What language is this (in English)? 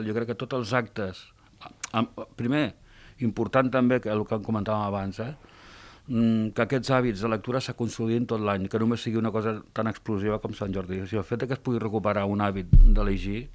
Catalan